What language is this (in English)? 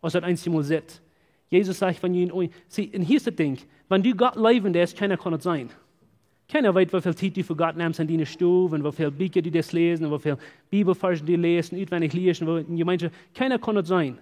Plautdietsch